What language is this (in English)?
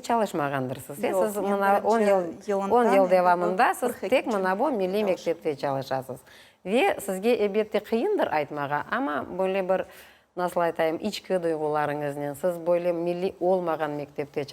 Crimean Tatar